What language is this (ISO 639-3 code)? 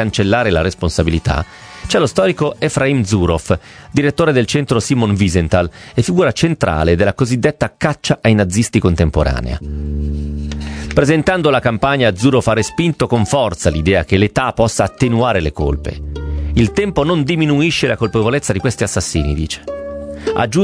ita